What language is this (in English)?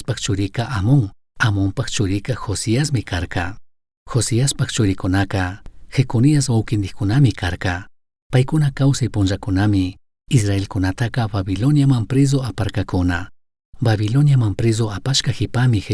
Chimborazo Highland Quichua